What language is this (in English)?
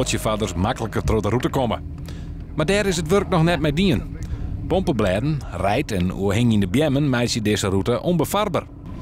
Western Frisian